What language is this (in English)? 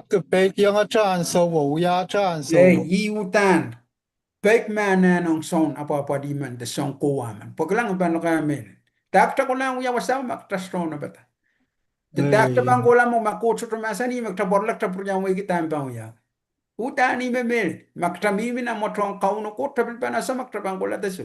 Pohnpeian